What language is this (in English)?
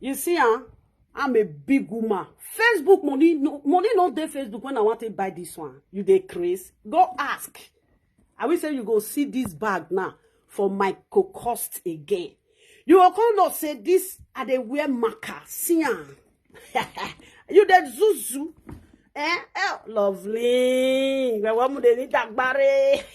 Nigerian Pidgin